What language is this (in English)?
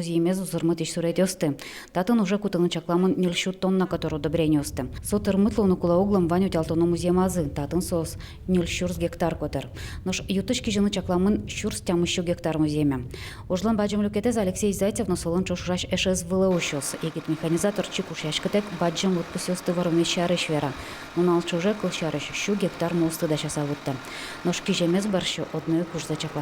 Udmurt